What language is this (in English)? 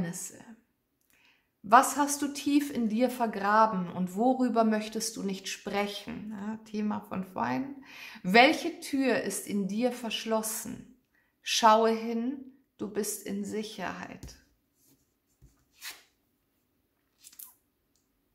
German